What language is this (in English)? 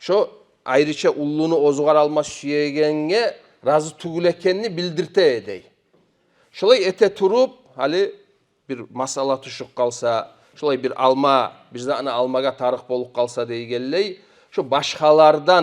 Kumyk